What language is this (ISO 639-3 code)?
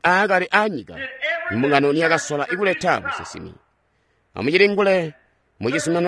toi